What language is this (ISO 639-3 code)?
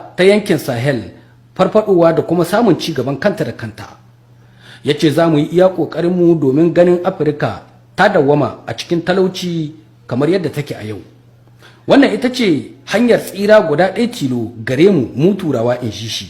hau